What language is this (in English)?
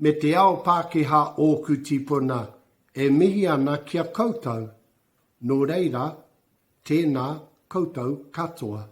Māori